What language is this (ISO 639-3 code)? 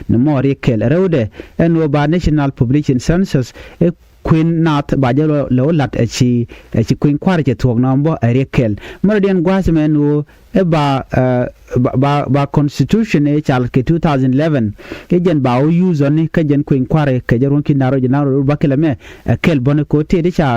nus